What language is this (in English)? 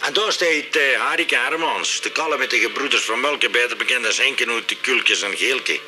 Limburgish